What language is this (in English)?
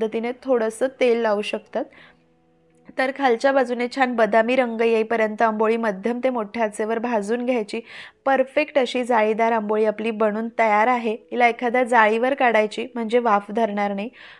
Marathi